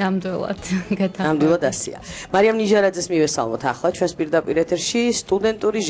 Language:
Georgian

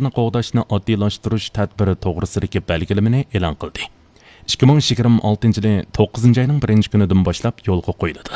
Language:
Uyghur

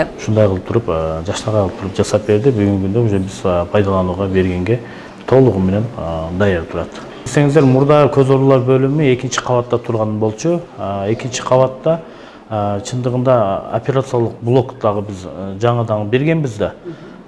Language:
Kyrgyz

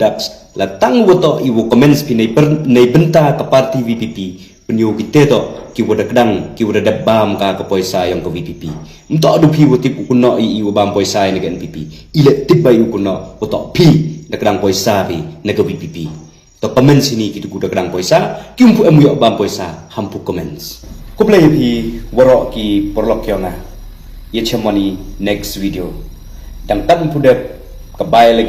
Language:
Khasi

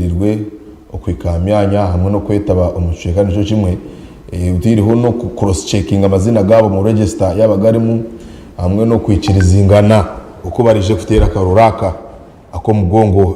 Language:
Nyankole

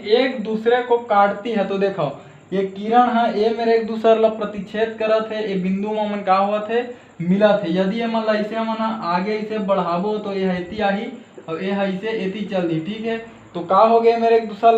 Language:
Chhattisgarhi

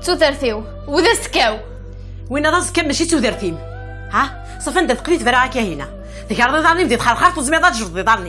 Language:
Kabyle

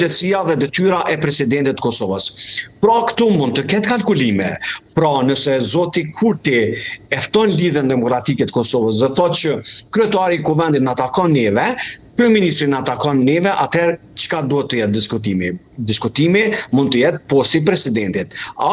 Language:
Albanian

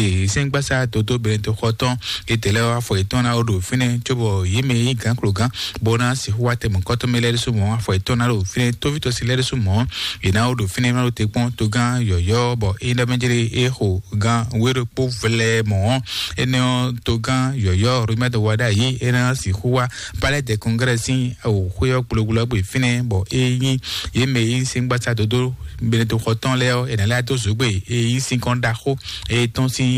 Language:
Fon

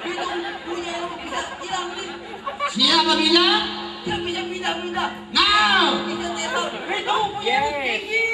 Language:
Betawi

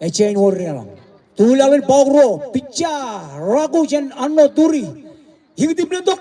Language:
Marshallese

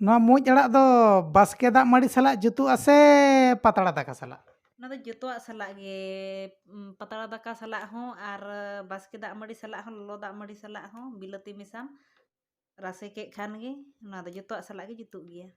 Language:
Santali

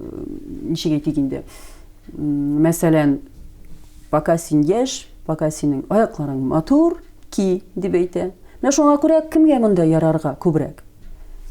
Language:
Tatar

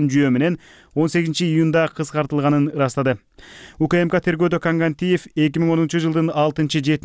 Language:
Kyrgyz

